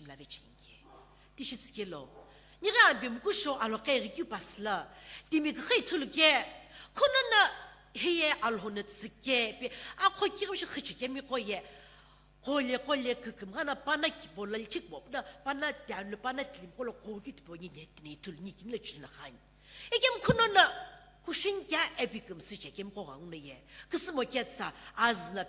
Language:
Sumi Naga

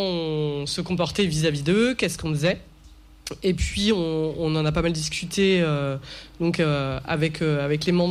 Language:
French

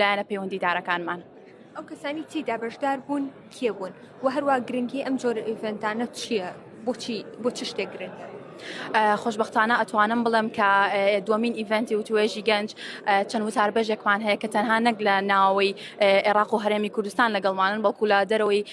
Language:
Central Kurdish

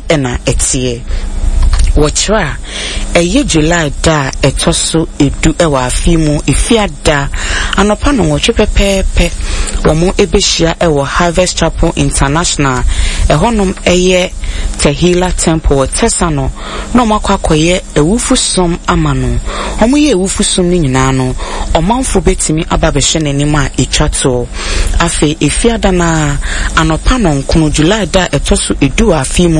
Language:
Akan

